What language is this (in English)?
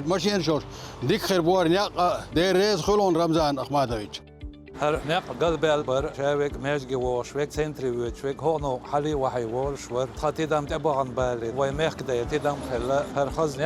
Chechen